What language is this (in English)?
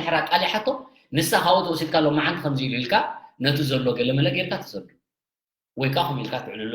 Tigrinya